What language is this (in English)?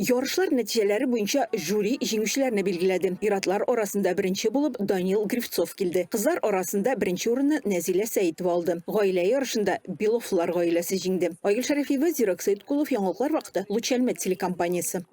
Tatar